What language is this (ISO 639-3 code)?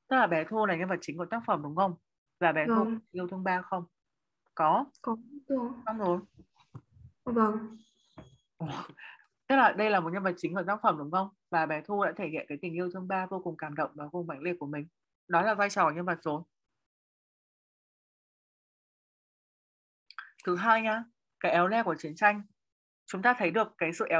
vie